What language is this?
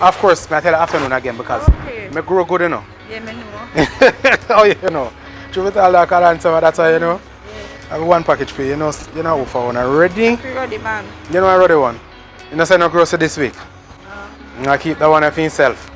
Jamaican Creole English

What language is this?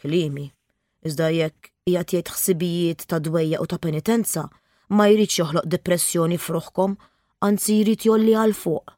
Maltese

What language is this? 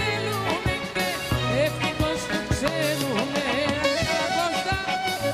Greek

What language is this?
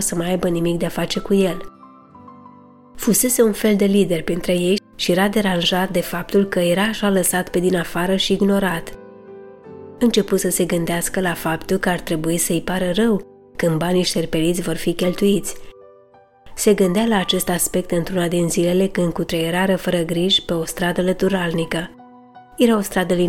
Romanian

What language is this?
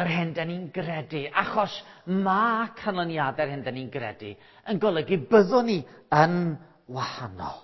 Welsh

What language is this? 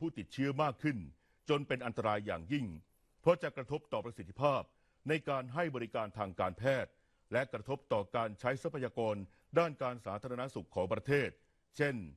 Thai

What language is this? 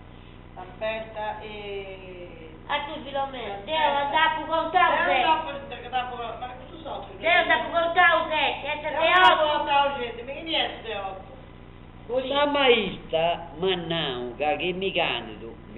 Sardinian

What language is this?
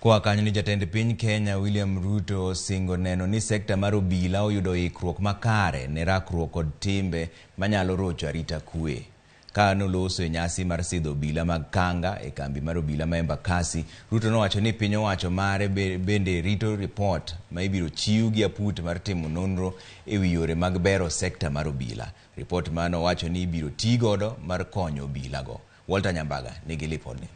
Luo (Kenya and Tanzania)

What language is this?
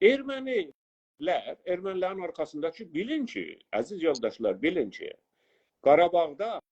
South Azerbaijani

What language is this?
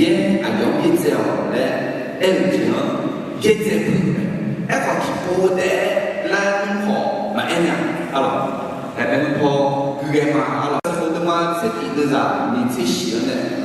Akha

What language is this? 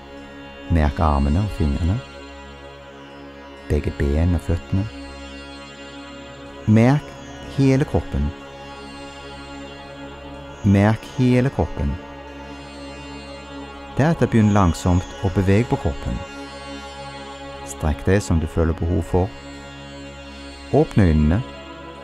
Norwegian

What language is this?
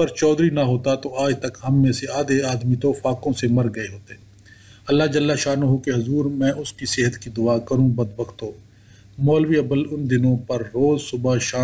Urdu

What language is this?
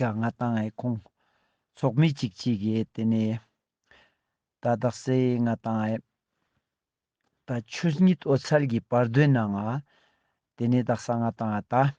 Ladakhi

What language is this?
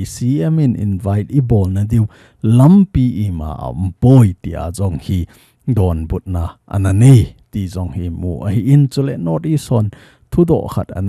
Thado Chin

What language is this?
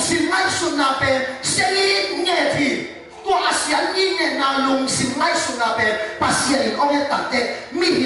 Tedim Chin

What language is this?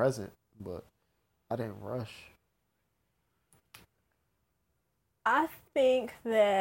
English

